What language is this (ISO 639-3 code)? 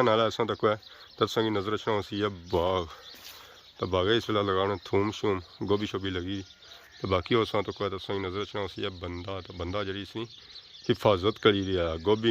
phr